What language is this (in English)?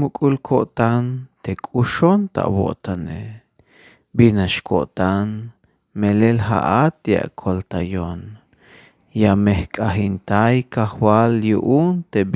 Tzeltal